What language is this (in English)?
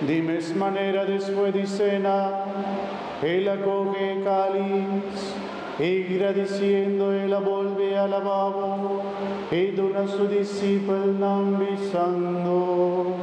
Papiamento